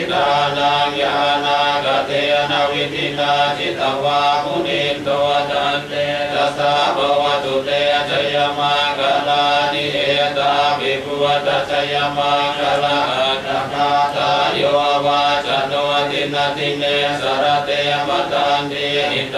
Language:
Pali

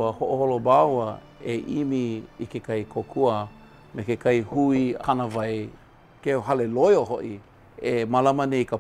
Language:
Hawaiian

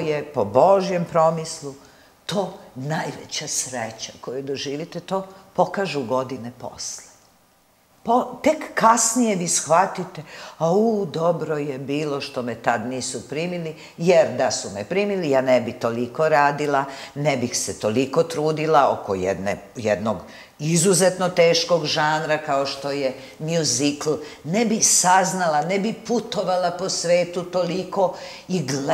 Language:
Serbian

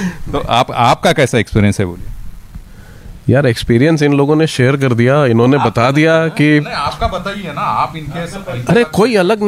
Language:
Hindi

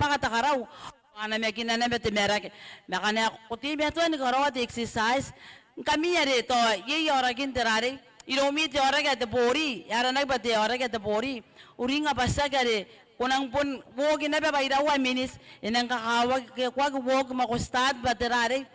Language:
Gilbertese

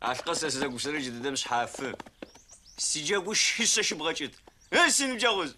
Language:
Adyghe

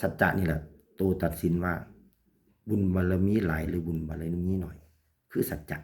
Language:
Northeastern Thai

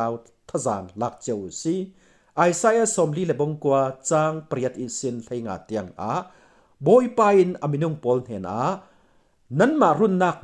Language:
Falam Chin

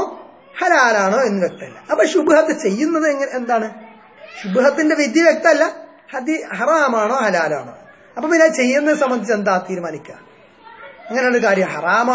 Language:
Malayalam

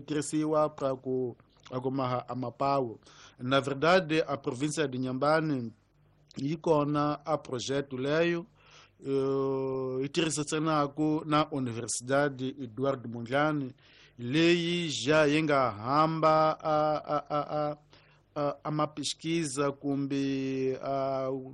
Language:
Tsonga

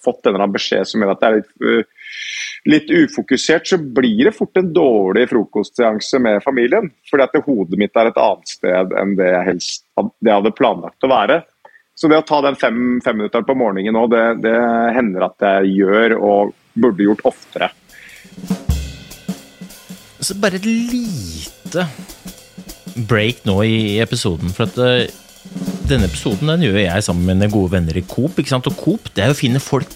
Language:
Norwegian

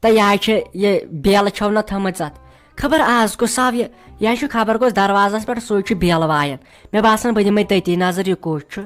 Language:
Kashmiri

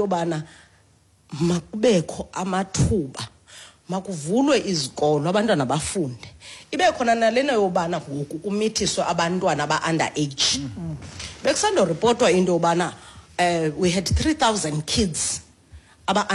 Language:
Xhosa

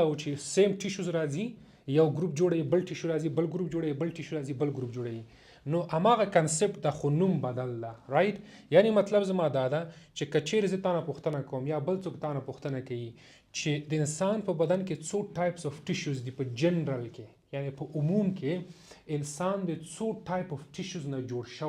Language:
Pashto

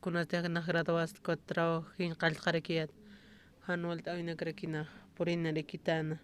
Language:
Aymara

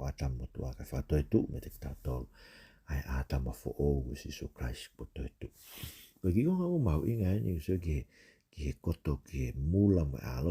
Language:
Tongan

